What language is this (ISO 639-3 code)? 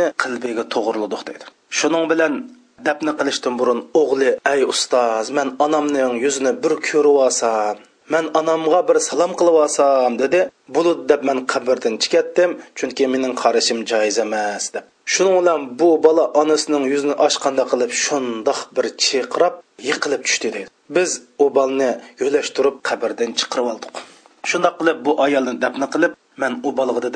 uig